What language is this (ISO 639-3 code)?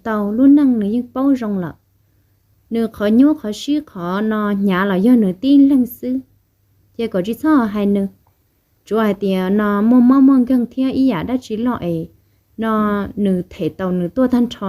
hmn